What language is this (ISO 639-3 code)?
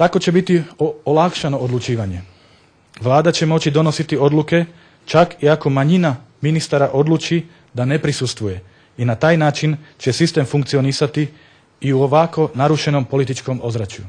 bos